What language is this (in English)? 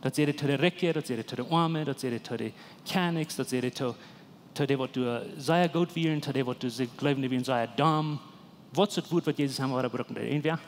Plautdietsch